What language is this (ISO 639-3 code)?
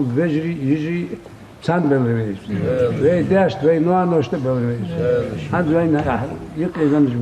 inh